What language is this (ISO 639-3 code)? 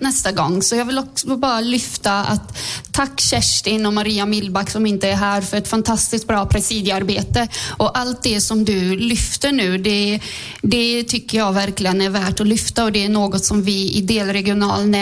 swe